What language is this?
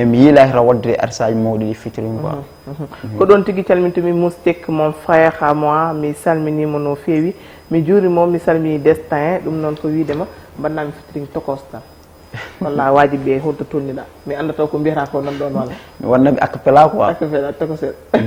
Fula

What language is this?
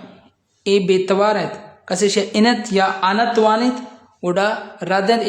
Baluchi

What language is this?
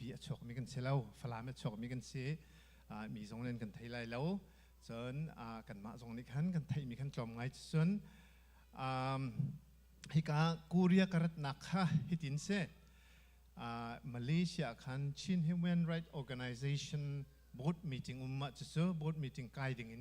Hakha Chin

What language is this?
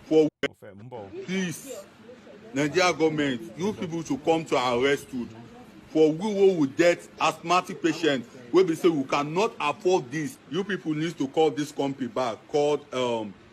Yoruba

